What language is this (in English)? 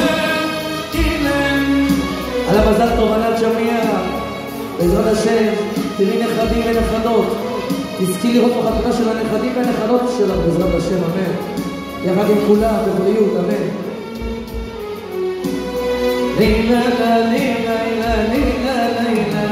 Hebrew